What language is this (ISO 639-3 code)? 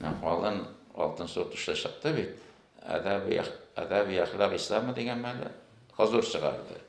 tat